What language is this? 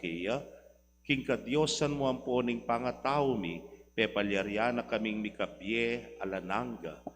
Pampanga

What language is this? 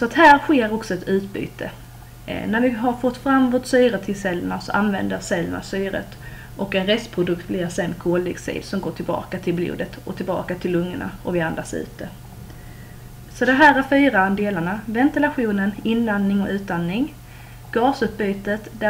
Swedish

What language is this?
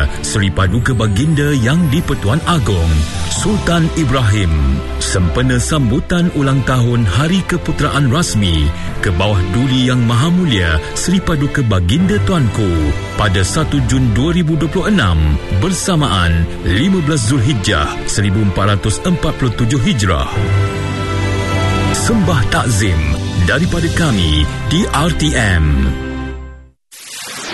Malay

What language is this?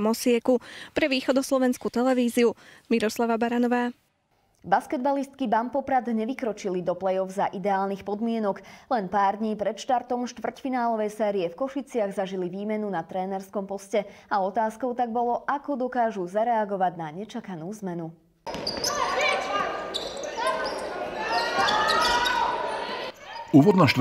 Slovak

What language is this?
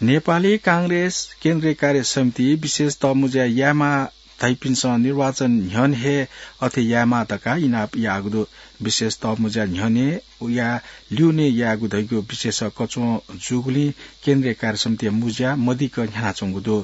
Newari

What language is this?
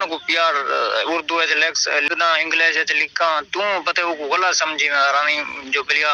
Saraiki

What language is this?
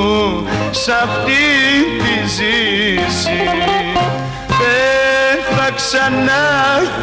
Greek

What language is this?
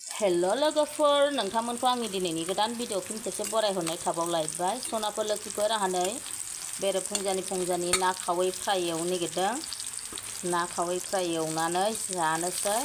Bodo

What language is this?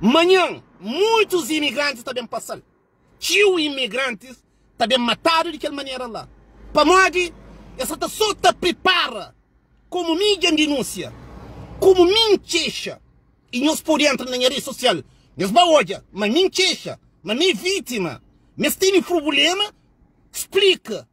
Kabuverdianu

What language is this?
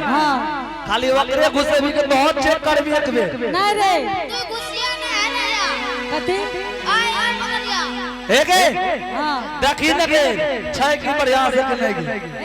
Angika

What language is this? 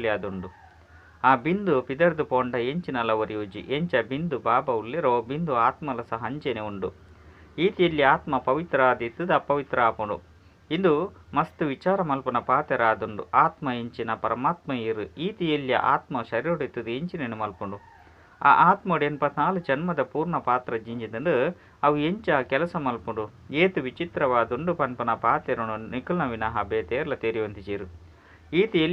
Tulu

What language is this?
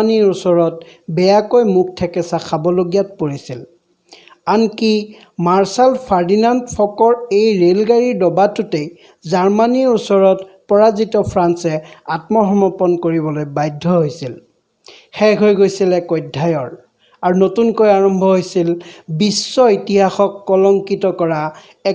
Assamese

